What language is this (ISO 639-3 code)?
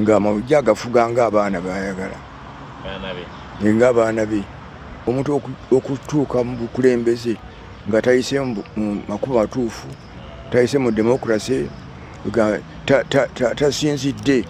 lug